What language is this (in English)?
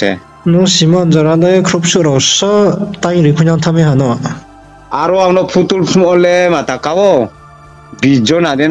Riang (India)